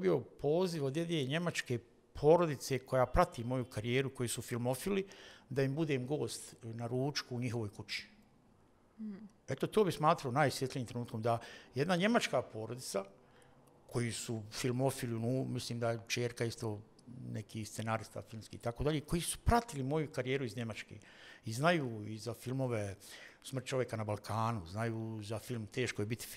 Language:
Bosnian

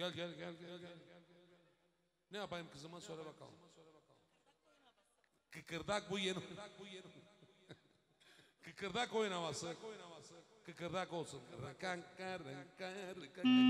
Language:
Turkish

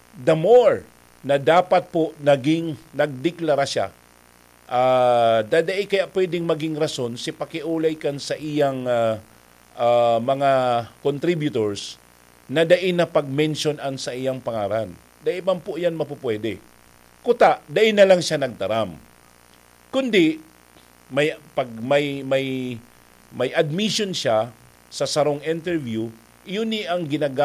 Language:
Bikol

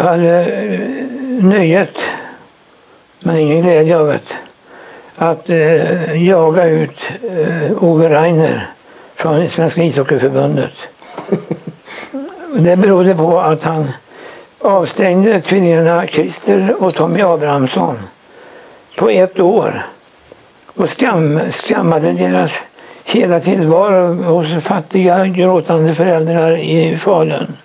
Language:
Swedish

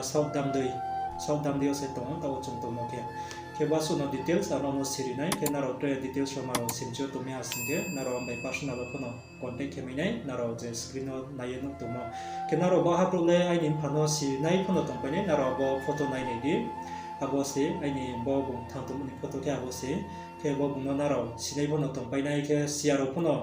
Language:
Riang (India)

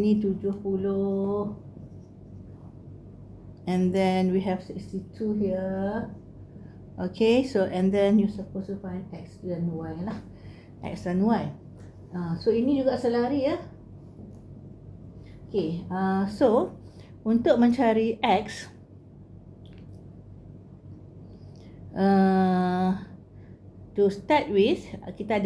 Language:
Malay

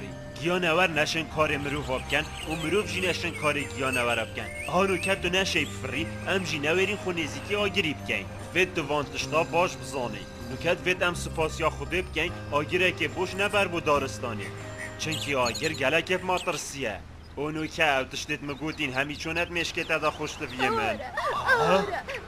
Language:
Kurdish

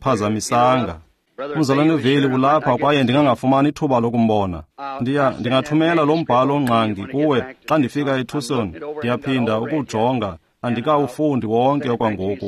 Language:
Xhosa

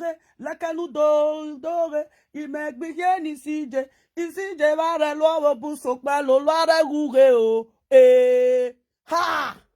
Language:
Nigerian Pidgin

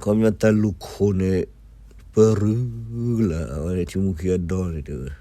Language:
S'gaw Karen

